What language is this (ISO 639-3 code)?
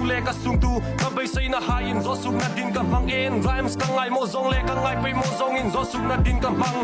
hmr